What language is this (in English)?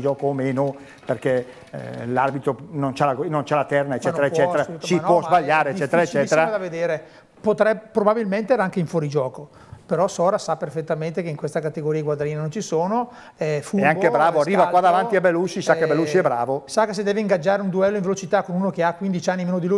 Italian